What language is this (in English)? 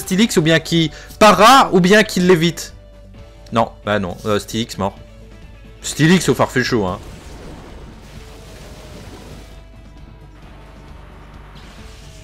French